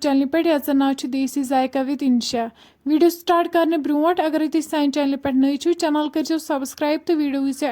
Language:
Kashmiri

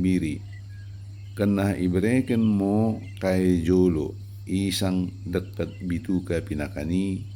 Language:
Batak Dairi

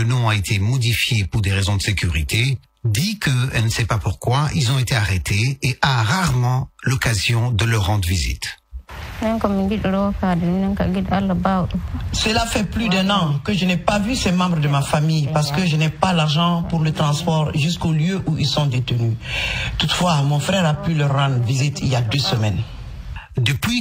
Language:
French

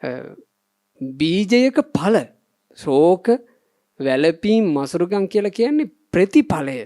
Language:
Sinhala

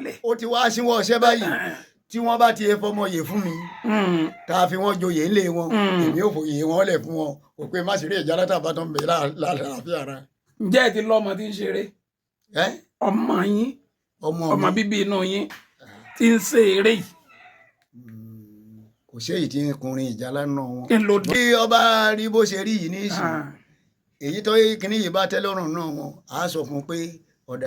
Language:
Yoruba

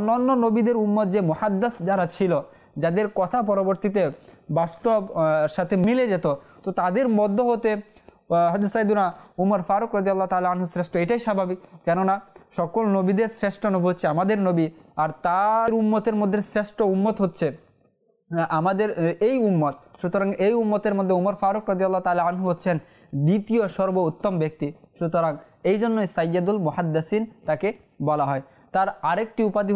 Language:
Bangla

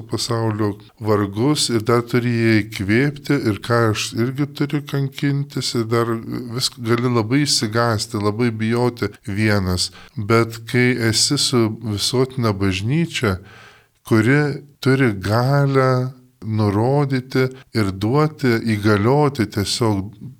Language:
Lithuanian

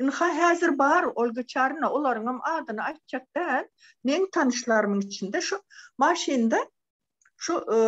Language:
Turkmen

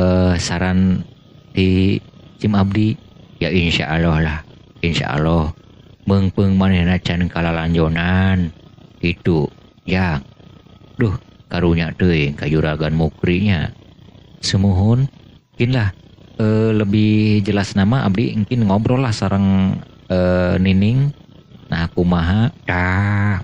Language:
Sundanese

